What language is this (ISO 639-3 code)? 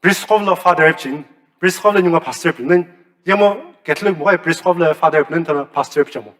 nsm